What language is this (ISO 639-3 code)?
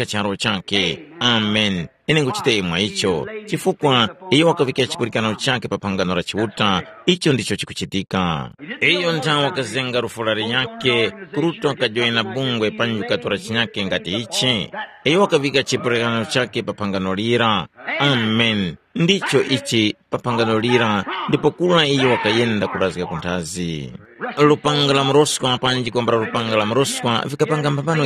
tum